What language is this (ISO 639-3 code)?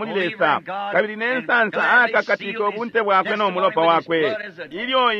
bem